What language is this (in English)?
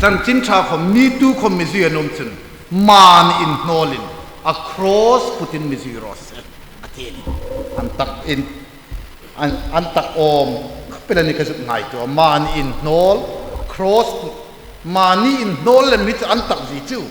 Hmar